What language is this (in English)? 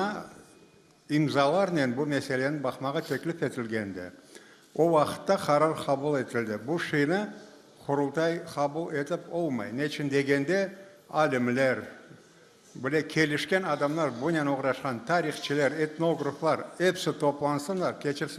Crimean Tatar